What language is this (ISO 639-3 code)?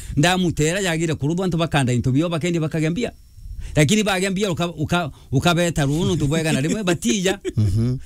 mer